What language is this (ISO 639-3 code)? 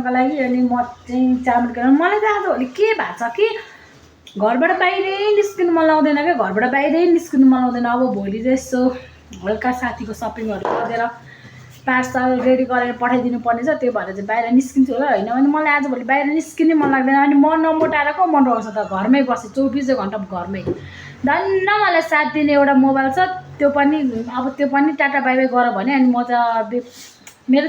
nep